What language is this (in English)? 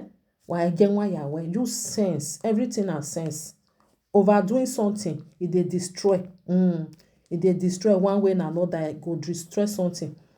Nigerian Pidgin